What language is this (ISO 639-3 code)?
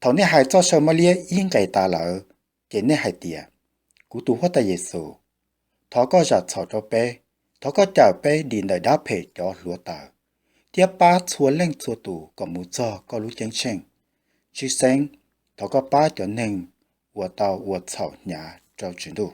hmn